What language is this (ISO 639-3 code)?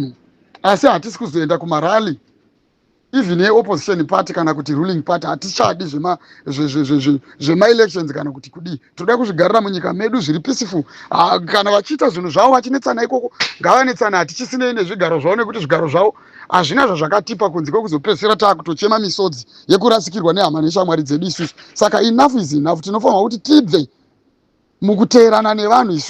sna